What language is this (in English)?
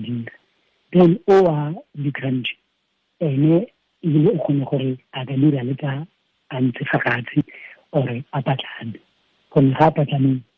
Tswana